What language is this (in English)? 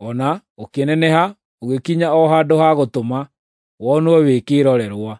Kikuyu